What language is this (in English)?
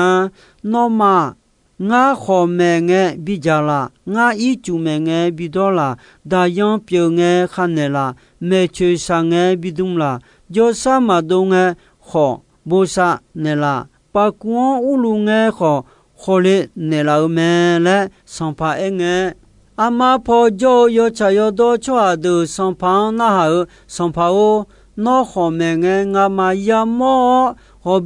Akha